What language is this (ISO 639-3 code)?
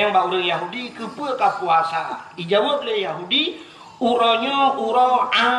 ace